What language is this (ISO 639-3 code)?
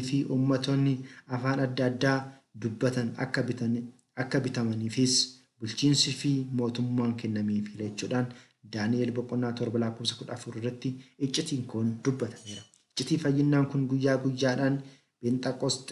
orm